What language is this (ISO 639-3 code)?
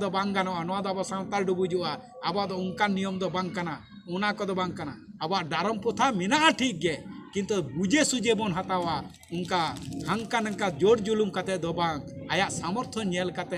sat